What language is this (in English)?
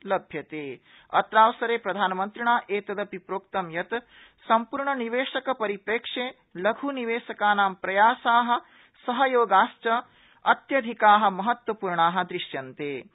Sanskrit